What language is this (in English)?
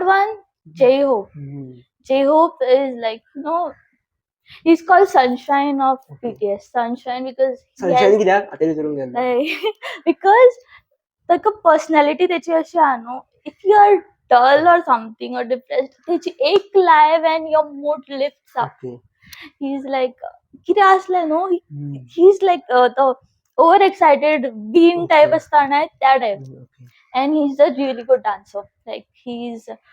Konkani